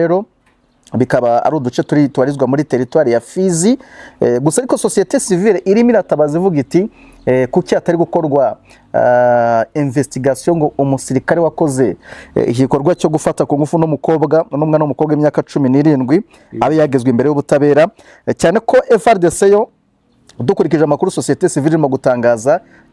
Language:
Kinyarwanda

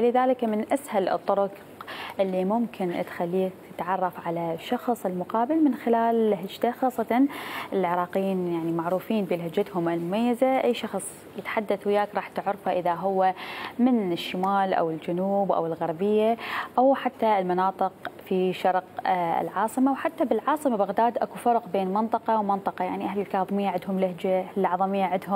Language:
Mesopotamian Arabic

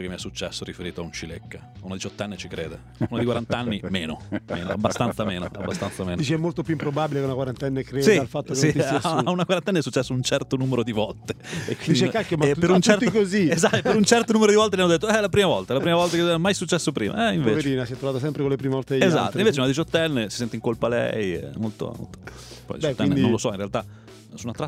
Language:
Italian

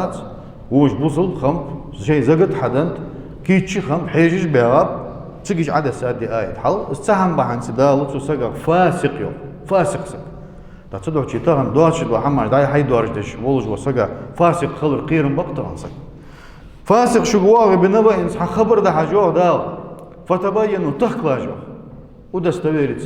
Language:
Ingush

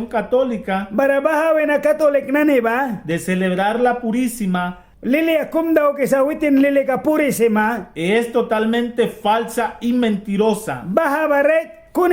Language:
Mískito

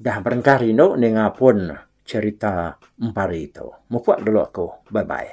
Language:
Iban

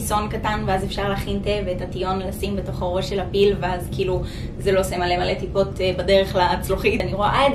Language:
Hebrew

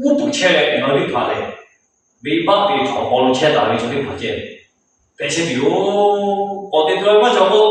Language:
Lahu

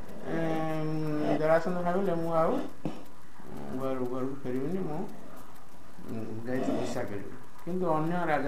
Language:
Odia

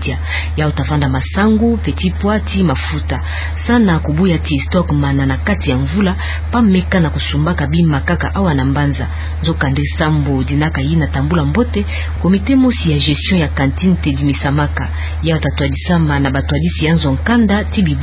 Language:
Kituba (Democratic Republic of Congo)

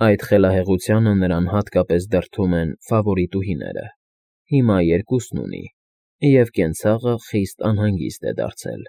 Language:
Armenian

